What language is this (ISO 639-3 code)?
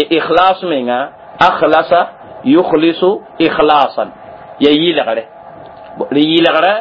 mos